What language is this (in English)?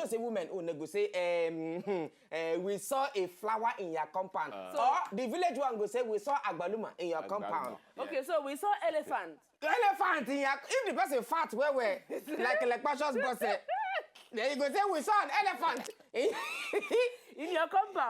Nigerian Pidgin